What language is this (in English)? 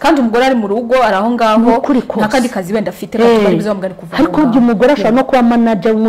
Kinyarwanda